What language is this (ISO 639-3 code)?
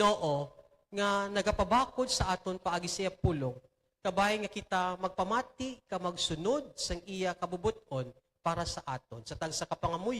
hil